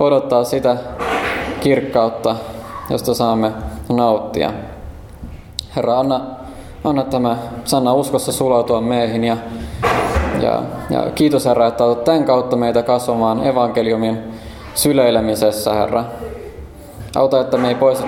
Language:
Finnish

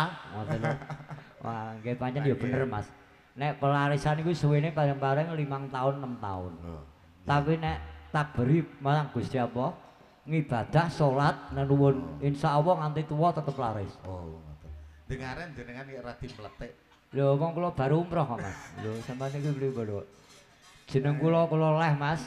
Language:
Javanese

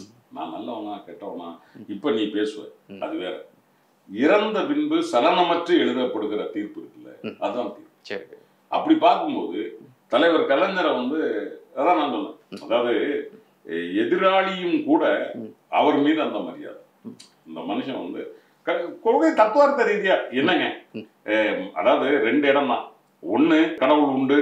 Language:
Tamil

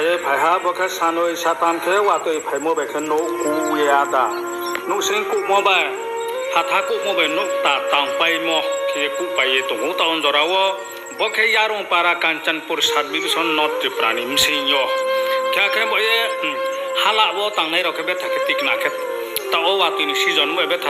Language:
Riang (India)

